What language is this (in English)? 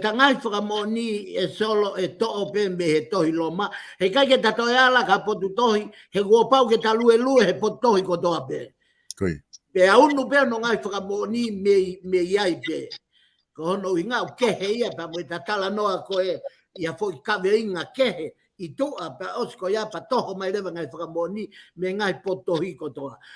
Tongan